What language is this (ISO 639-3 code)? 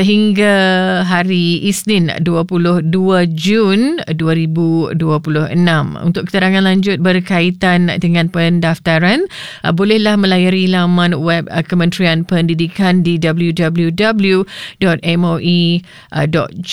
msa